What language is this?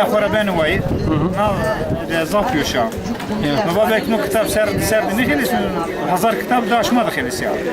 Zaza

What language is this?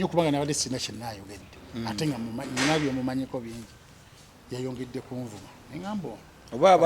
Ganda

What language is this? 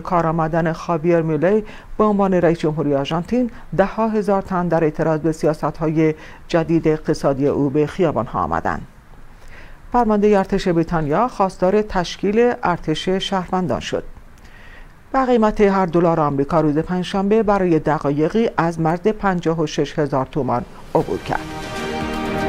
Persian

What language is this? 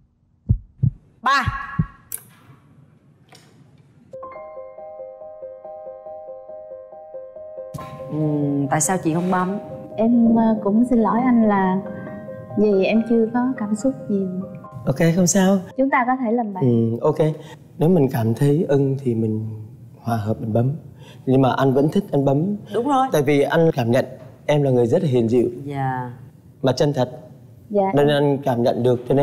Vietnamese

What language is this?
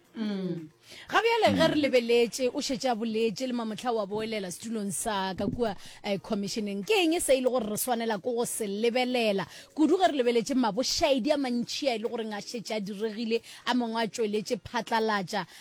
Northern Sotho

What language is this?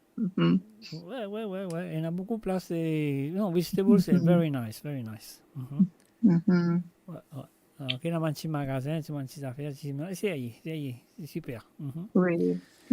Morisyen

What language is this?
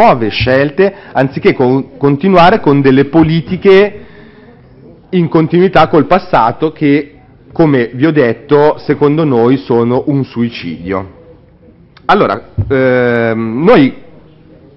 Italian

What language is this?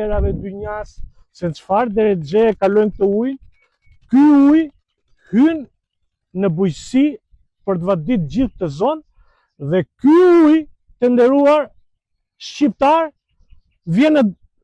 Albanian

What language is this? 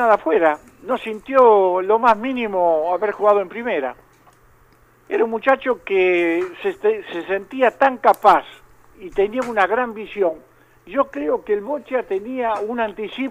Spanish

